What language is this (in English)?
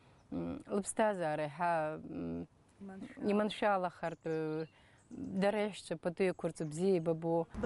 Abkhazian